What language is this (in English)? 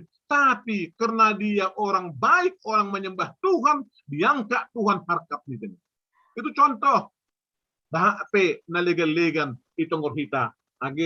Batak Simalungun